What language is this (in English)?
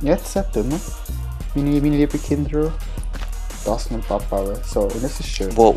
Swiss German